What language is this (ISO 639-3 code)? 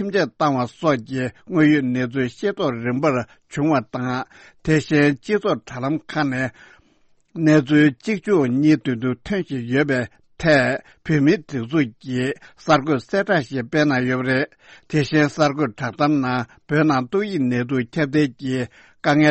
bod